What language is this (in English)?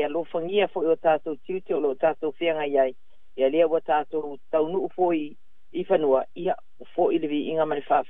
Samoan